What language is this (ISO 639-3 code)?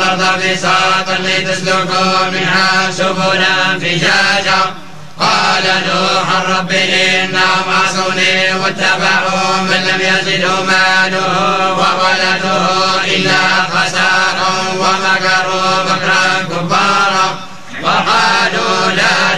ara